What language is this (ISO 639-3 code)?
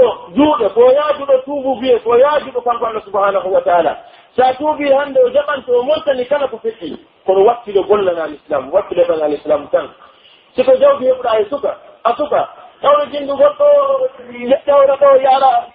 fuf